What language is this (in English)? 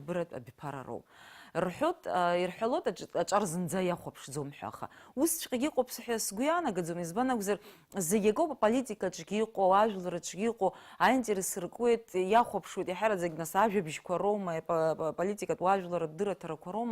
Abkhazian